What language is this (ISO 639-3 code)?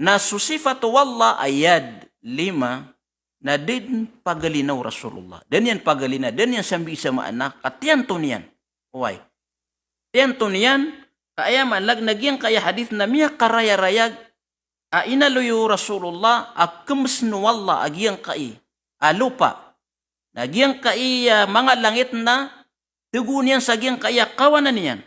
mrw